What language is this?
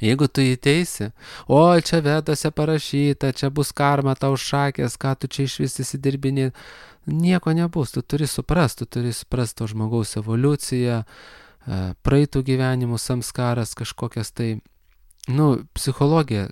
Lithuanian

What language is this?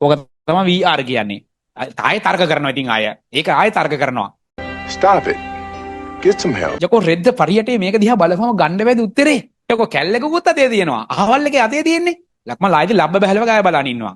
Sinhala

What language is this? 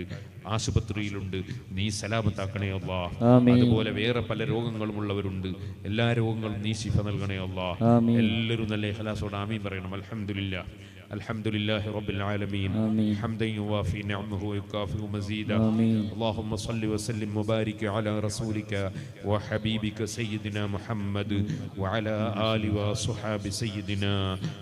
Malayalam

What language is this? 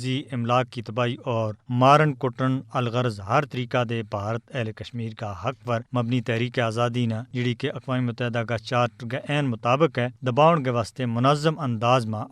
Gujari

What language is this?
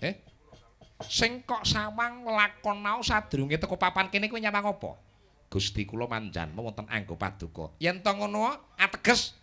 Javanese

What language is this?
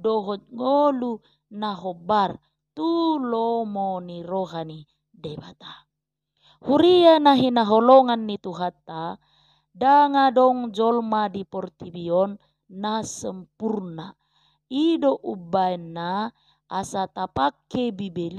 Batak Toba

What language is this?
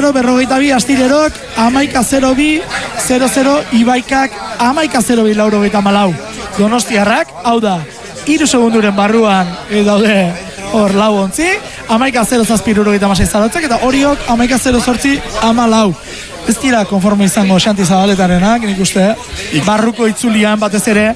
Basque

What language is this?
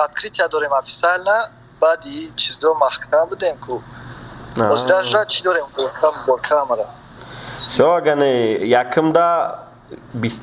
Tajik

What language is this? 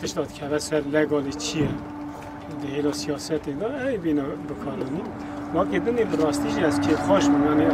Kurdish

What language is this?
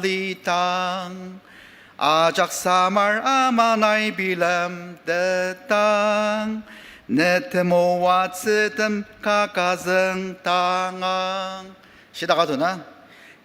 Ao Naga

